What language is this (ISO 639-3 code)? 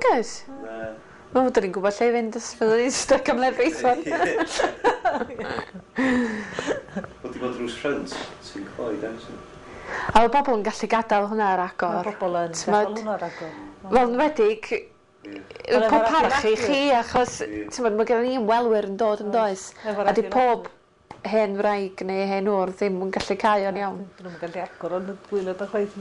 cym